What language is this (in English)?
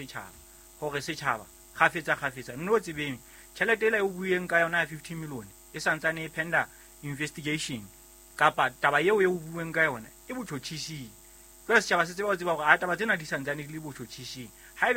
Southern Sotho